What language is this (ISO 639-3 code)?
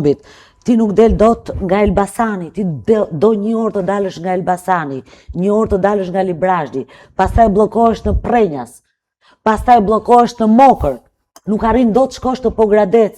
sqi